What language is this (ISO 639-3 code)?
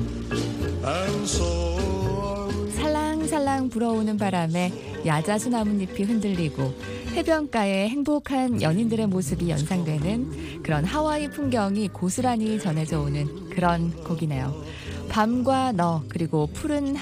kor